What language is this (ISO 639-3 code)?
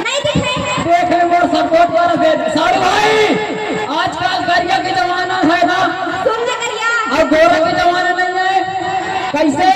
hne